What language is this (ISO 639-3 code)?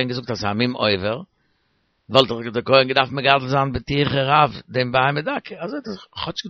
yid